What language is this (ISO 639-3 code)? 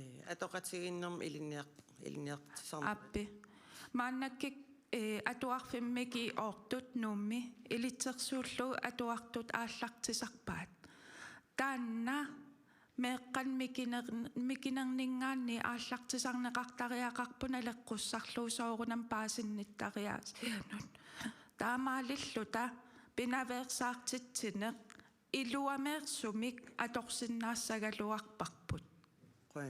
kal